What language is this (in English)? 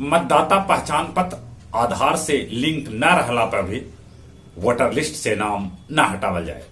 Magahi